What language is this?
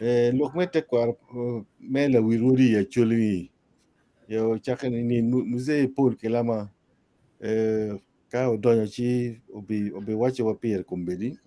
Acoli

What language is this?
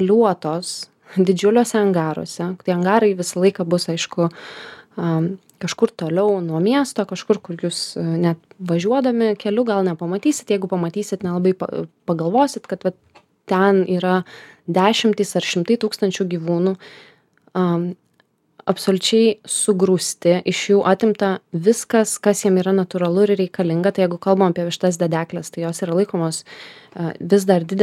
Lithuanian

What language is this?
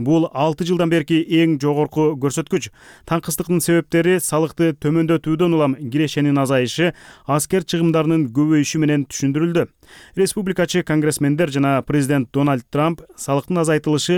Kyrgyz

